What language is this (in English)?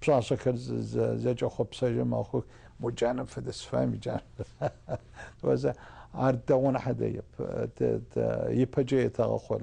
Adyghe